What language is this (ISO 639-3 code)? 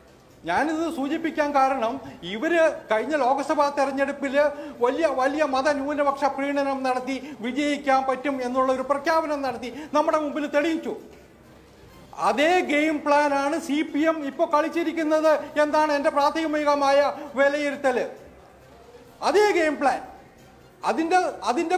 mal